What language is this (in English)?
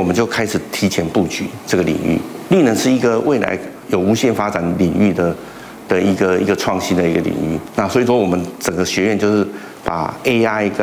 Chinese